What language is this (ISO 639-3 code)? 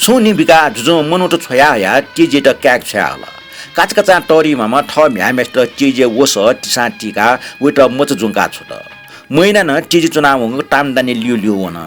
new